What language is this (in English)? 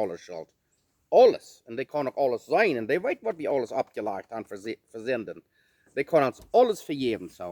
Plautdietsch